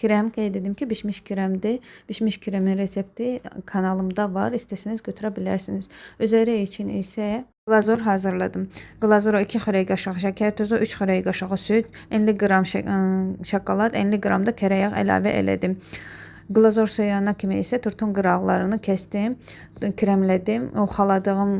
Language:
Azerbaijani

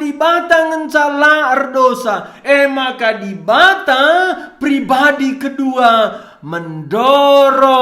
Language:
Batak Karo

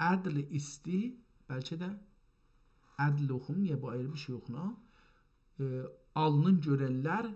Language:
South Azerbaijani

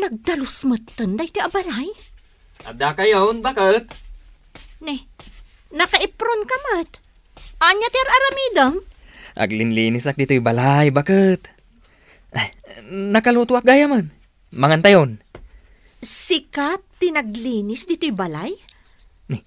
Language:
Iloko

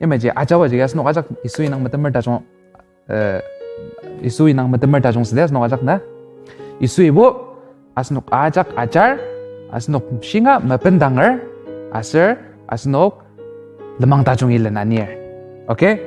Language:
Ao Naga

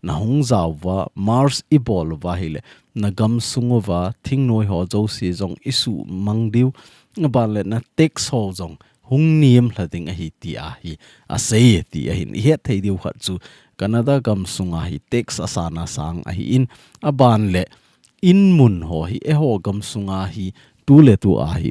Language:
Thado Chin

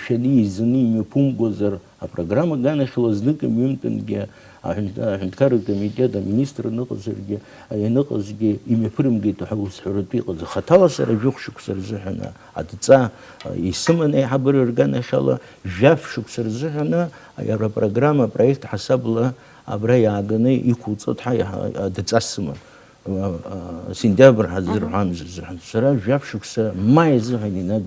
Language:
Abkhazian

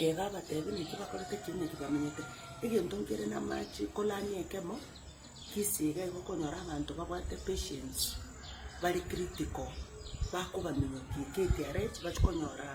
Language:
Gusii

